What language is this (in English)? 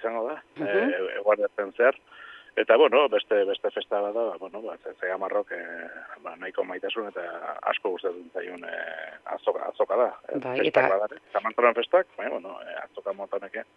Basque